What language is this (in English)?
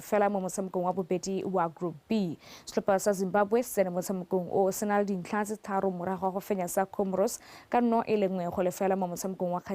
Tswana